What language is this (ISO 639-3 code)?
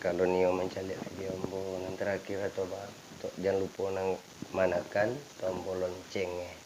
min